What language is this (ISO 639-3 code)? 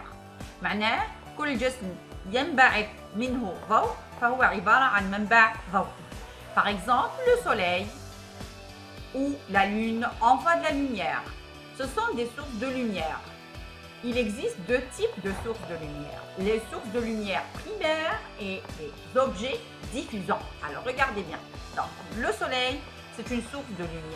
fra